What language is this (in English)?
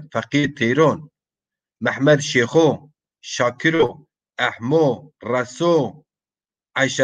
Zaza